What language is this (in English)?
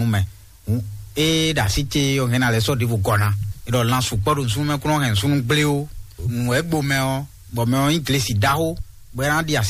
Fon